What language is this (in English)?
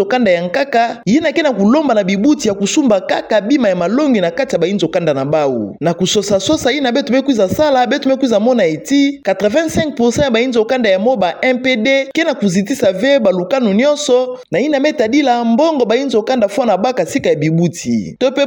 Kituba (Democratic Republic of Congo)